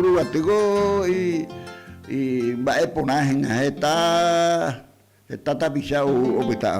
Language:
Guarani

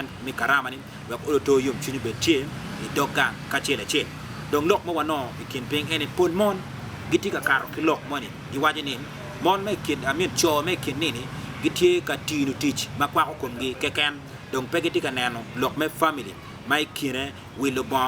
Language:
Acoli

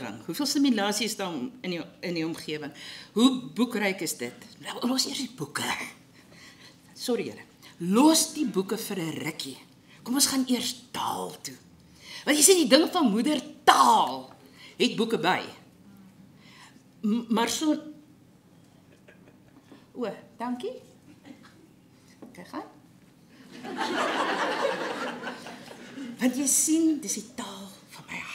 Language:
Afrikaans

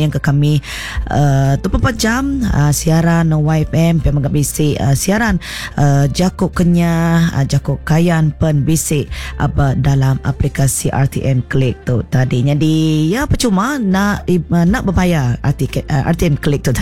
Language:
Iban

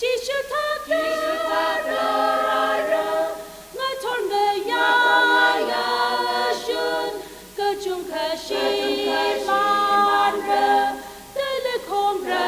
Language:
Tangkhul Naga (India)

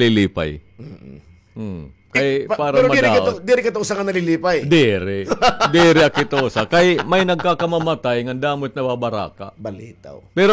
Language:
Waray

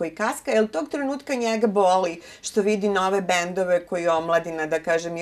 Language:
Serbian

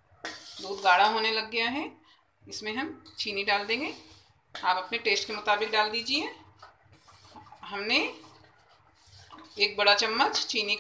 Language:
Hindi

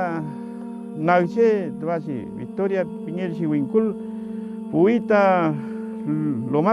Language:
Mapuche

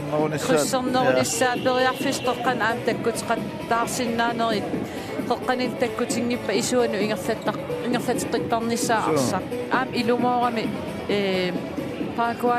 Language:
Kalaallisut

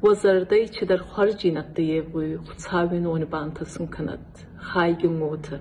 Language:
Ossetic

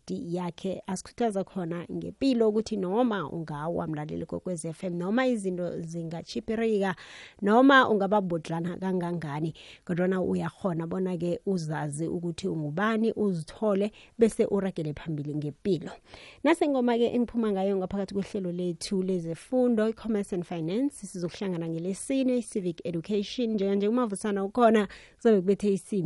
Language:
Xhosa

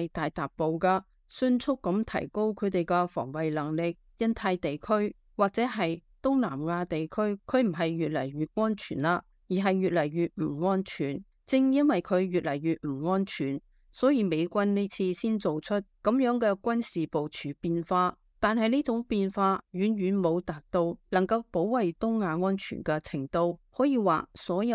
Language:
Cantonese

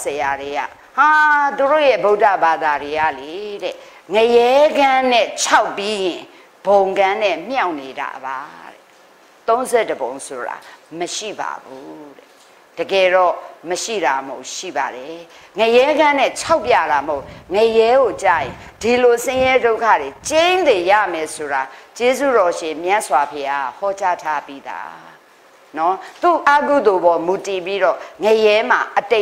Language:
Burmese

